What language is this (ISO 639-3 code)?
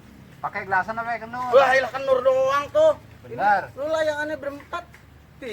bew